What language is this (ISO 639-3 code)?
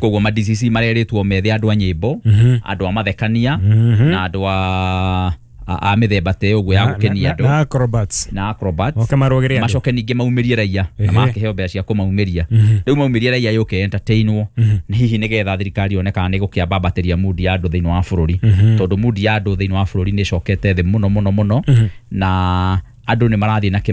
kik